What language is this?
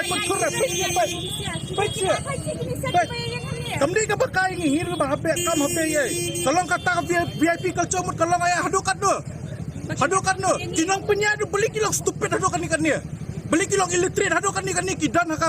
Khasi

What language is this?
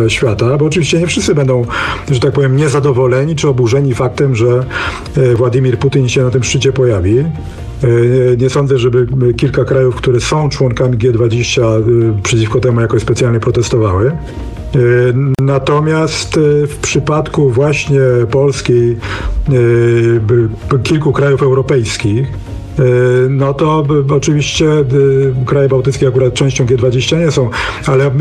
Polish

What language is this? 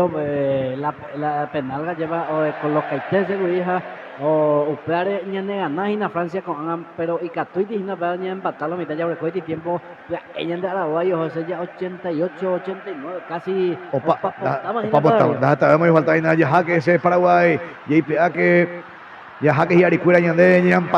Guarani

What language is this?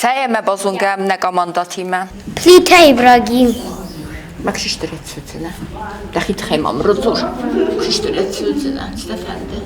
Ossetic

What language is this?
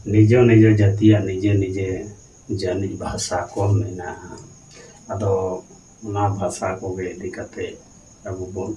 Santali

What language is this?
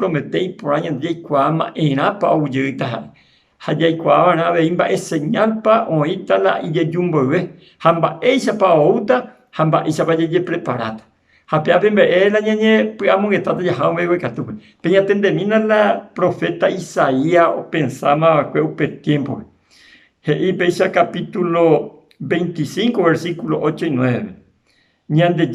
Guarani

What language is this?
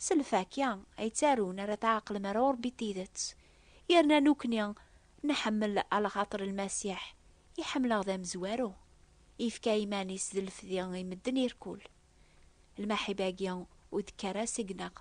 Kabyle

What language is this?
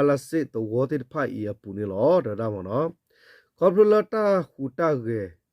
S'gaw Karen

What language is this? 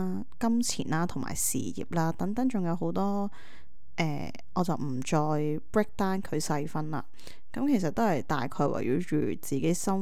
Cantonese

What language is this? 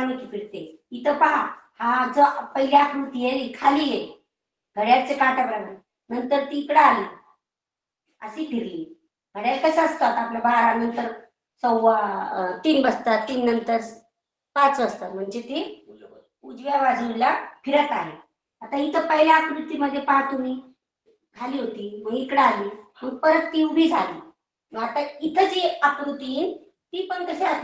Marathi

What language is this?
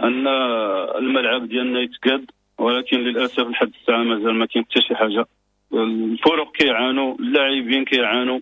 Moroccan Arabic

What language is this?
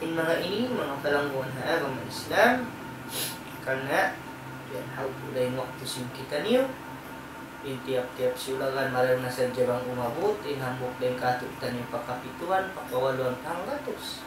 Tausug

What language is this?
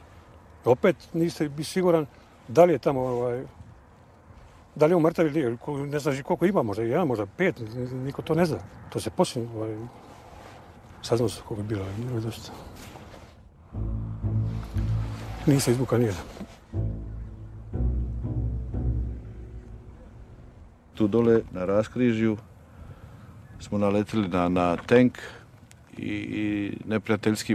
Croatian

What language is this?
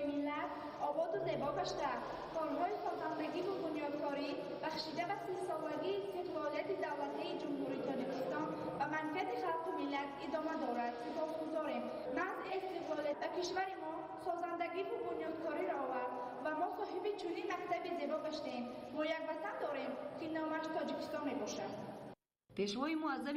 Tajik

